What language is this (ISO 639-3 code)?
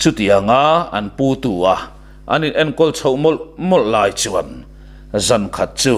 lus